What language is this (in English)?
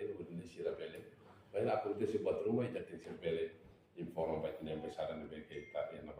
Tetum